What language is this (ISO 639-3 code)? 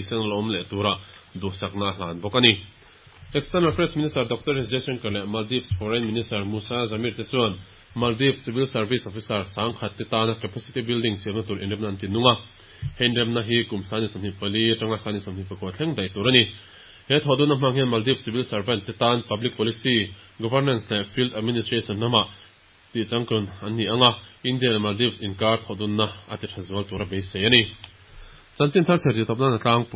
lus